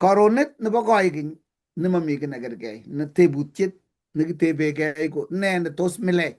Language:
Kalenjin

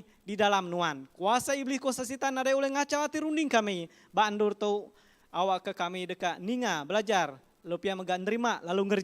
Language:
Iban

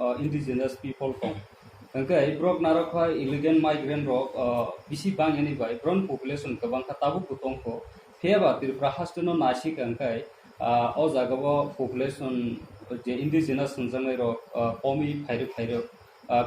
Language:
Kok Borok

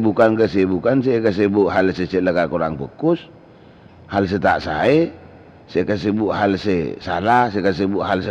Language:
Madurese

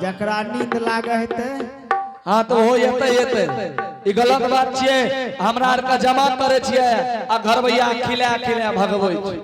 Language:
Angika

